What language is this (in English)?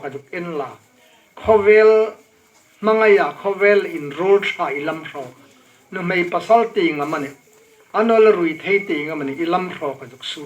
Hmar